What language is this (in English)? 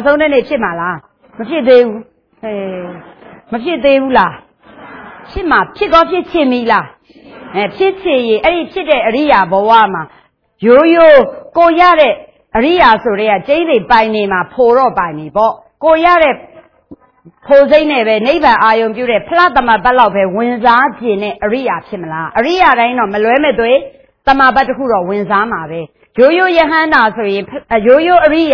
Burmese